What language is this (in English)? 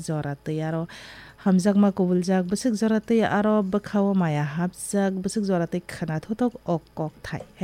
Kok Borok